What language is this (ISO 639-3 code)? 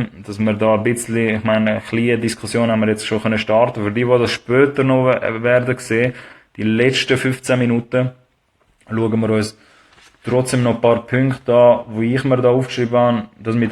gsw